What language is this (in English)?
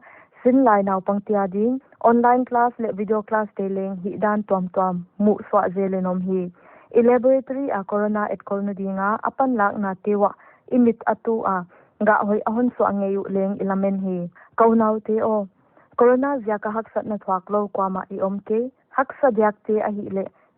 Paite Chin